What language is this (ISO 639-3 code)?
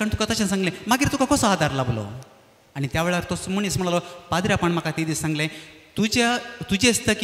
kok